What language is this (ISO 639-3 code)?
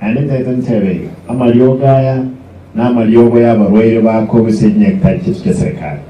guz